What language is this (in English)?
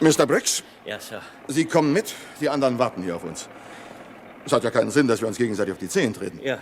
Swiss German